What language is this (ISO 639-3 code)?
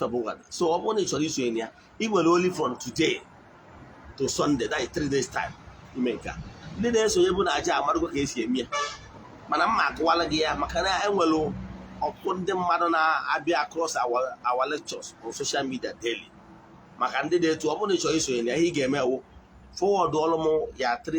ibo